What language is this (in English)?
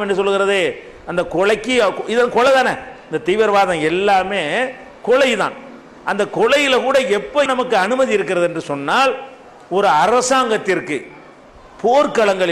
Tamil